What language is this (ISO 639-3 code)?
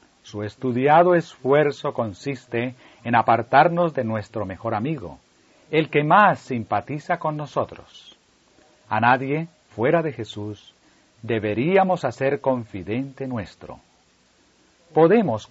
spa